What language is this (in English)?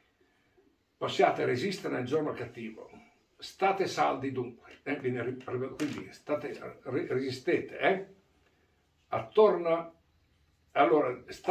Italian